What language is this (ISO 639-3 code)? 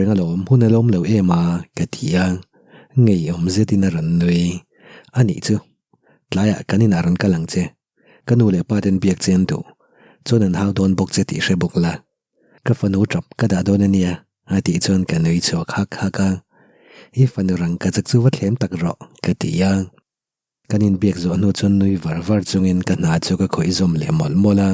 lus